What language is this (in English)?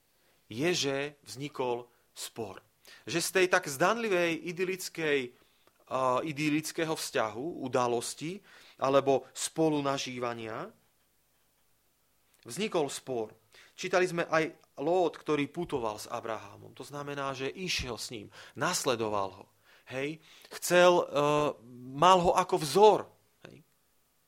Slovak